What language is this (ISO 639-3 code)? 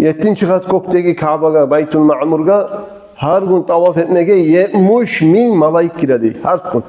kum